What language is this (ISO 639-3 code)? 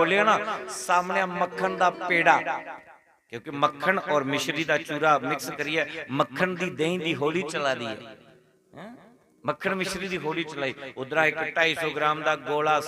doi